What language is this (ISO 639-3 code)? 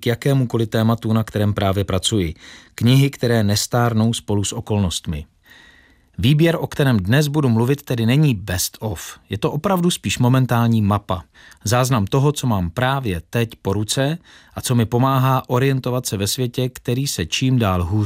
ces